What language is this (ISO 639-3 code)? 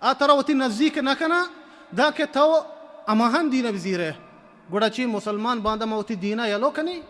bal